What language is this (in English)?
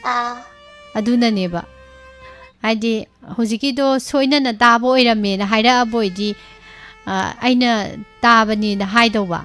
Manipuri